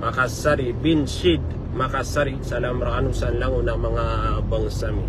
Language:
Maranao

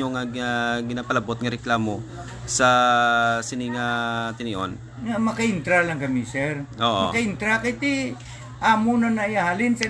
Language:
Hiligaynon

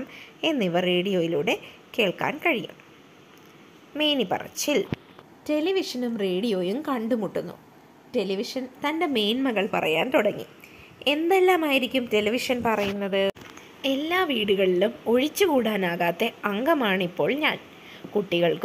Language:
Malayalam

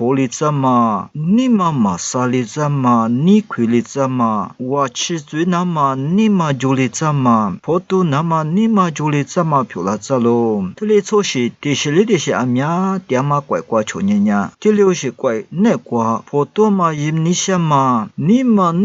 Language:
Lisu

